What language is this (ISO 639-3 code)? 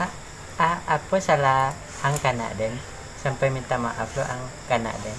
min